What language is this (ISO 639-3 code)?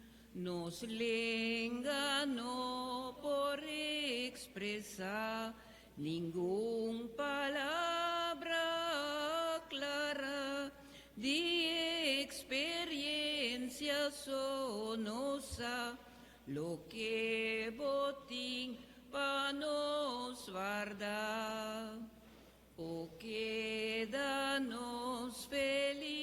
pap